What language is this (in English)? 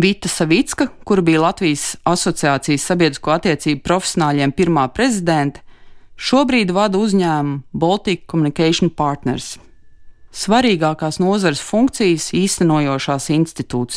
Latvian